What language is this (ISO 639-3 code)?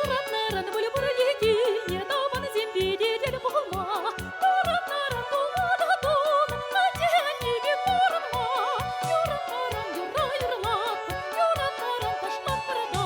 chv